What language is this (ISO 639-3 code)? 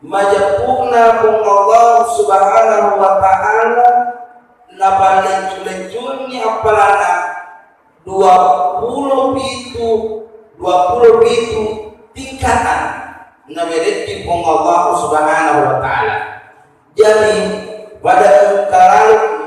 bug